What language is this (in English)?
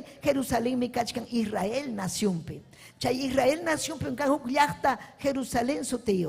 Ayacucho Quechua